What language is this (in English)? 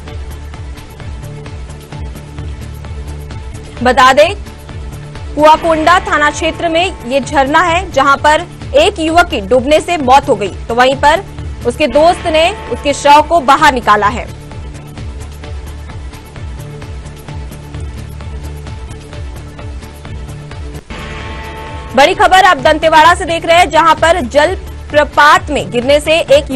Hindi